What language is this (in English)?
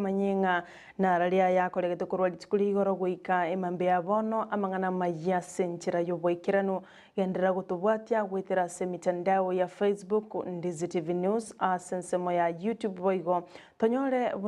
Gusii